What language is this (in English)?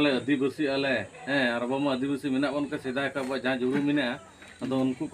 Santali